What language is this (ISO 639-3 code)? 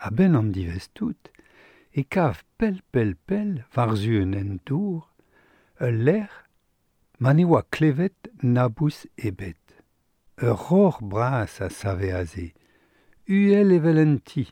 bre